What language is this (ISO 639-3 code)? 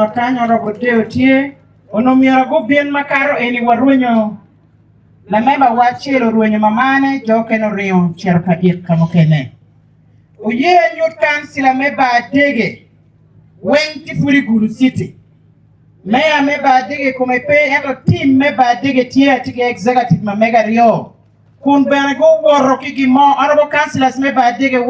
ach